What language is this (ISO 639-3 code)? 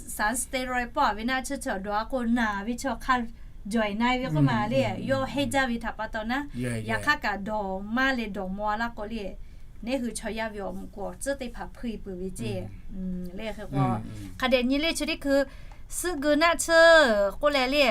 lhu